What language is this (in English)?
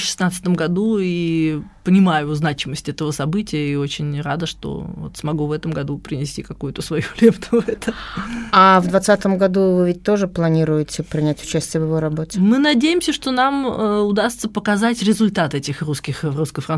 Russian